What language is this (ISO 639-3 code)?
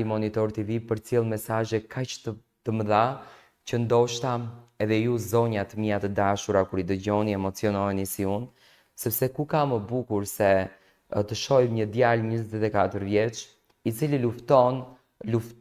sqi